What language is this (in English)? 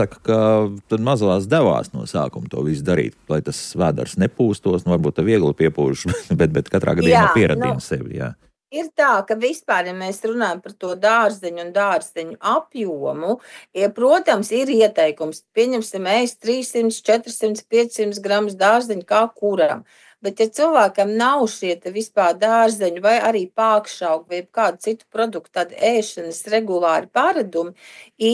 Latvian